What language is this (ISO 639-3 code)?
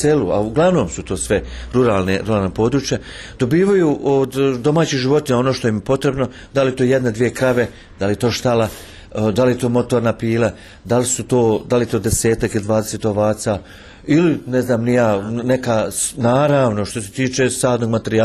bos